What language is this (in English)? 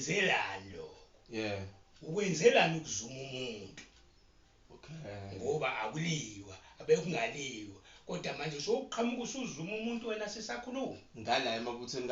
Zulu